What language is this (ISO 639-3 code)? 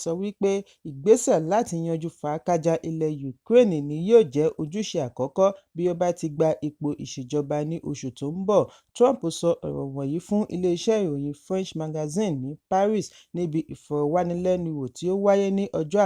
yor